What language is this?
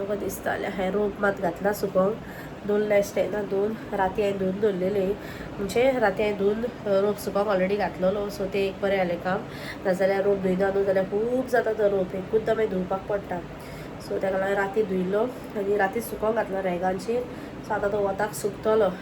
Konkani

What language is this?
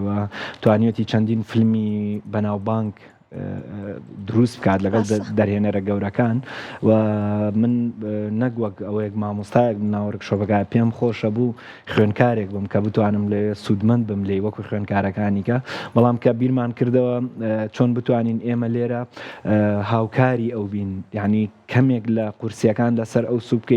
Central Kurdish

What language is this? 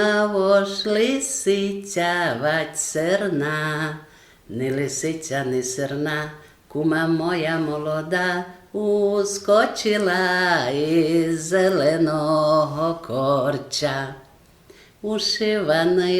Rusyn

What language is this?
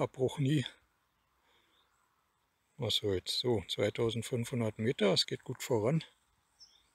German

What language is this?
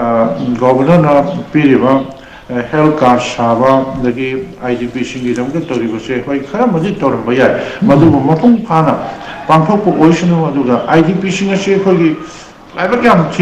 Manipuri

